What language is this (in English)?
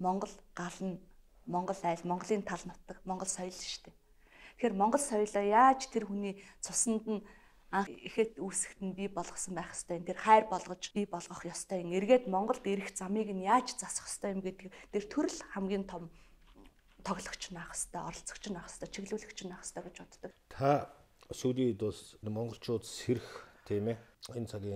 Mongolian